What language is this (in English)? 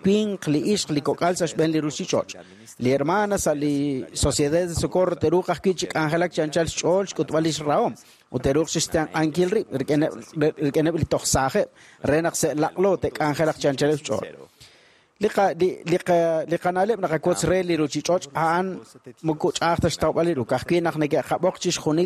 Kekchí